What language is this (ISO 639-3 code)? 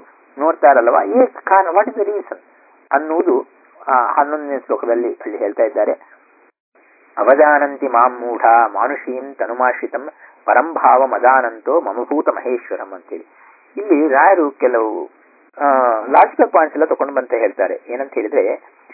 kan